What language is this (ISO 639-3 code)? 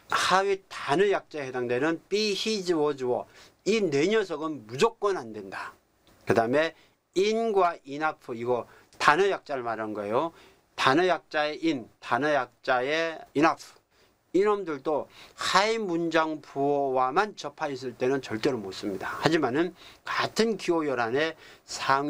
kor